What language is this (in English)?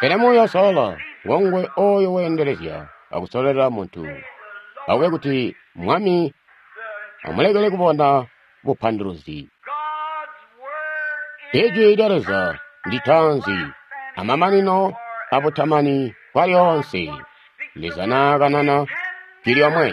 Tonga (Zambia)